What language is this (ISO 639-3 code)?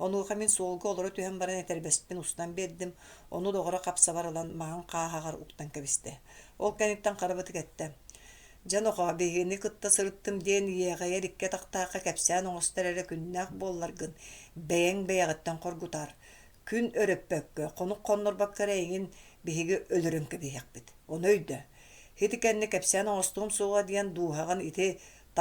sah